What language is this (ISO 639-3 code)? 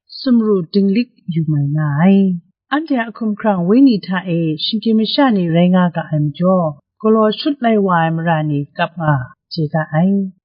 kac